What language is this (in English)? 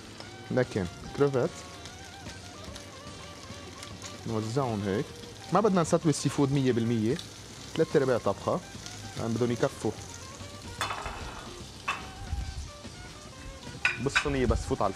North Levantine Arabic